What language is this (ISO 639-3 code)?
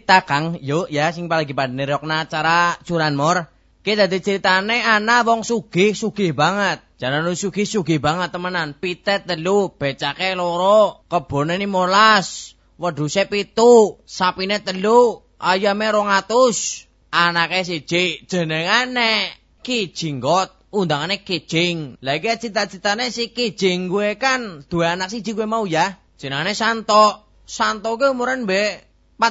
jav